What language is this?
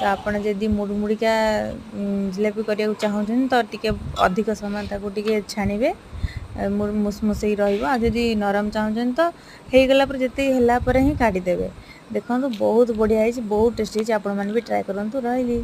Odia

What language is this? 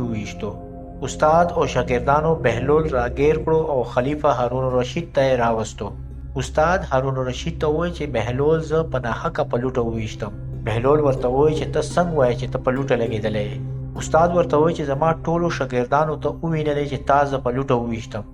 Pashto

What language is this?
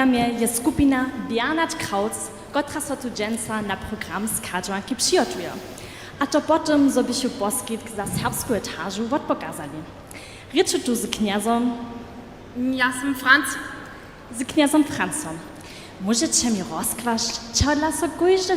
Upper Sorbian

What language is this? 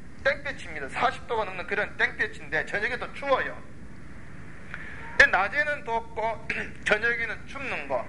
Korean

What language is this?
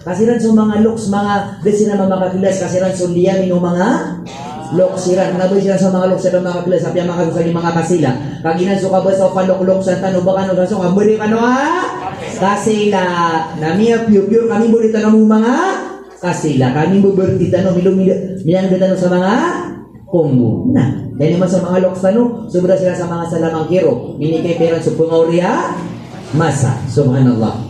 Maranao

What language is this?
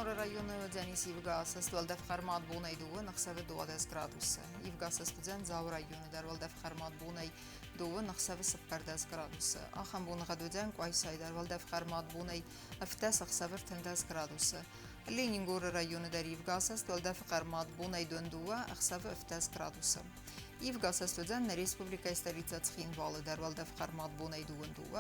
Ossetic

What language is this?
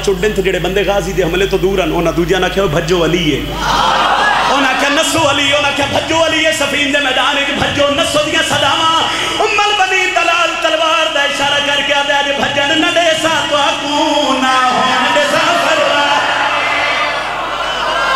Western Panjabi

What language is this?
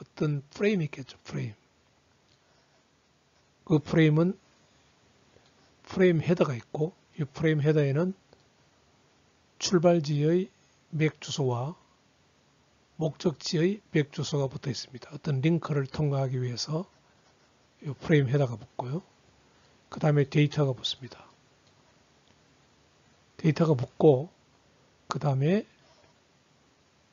Korean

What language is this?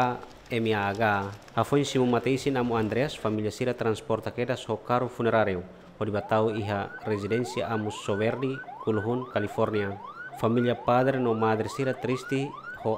Tetum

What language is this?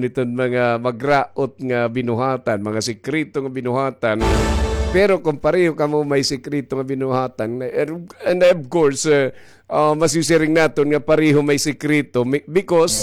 Waray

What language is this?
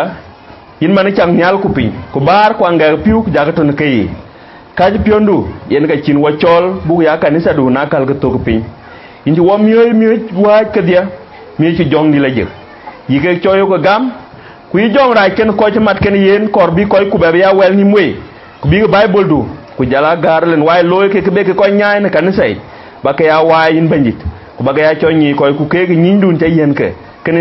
Dinka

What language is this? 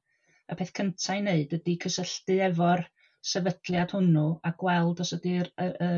Welsh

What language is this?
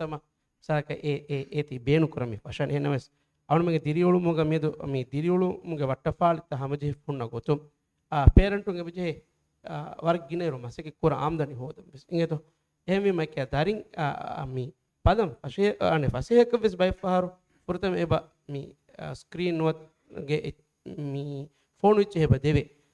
Divehi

